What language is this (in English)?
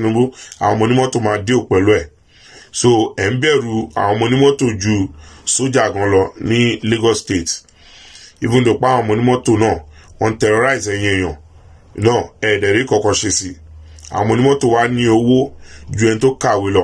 Yoruba